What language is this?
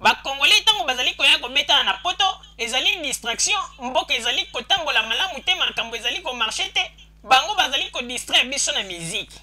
Lingala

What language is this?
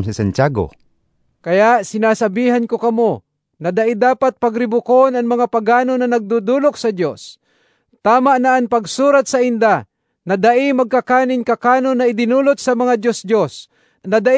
Bikol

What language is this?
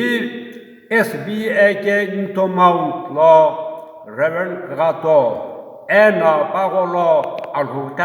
Sumi Naga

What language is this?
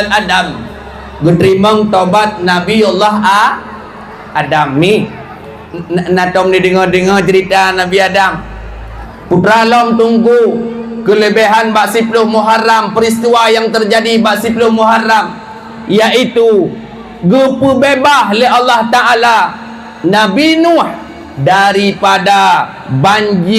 Achinese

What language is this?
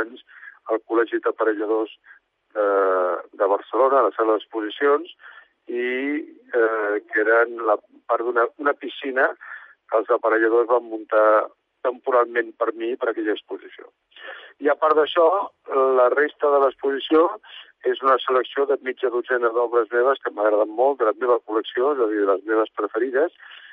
Catalan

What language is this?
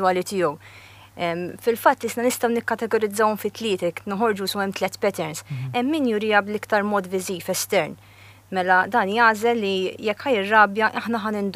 Maltese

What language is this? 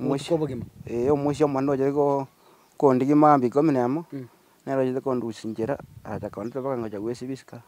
Gusii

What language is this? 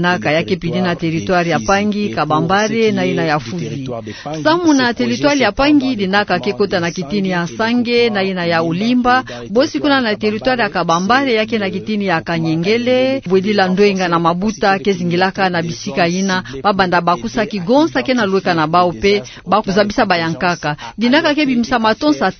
Kituba (Democratic Republic of Congo)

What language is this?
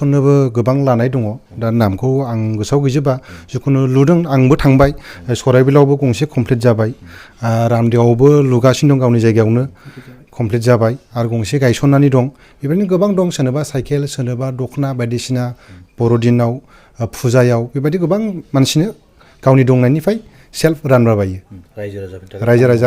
Bodo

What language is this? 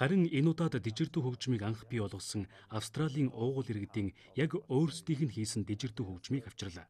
Mongolian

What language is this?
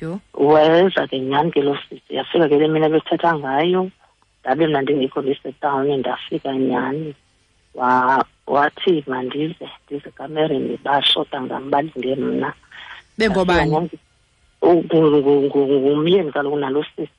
Xhosa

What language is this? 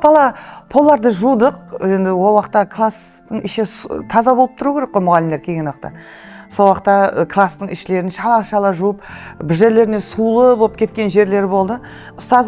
Kara-Kalpak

